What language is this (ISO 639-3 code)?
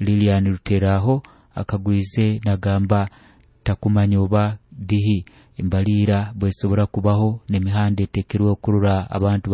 nyo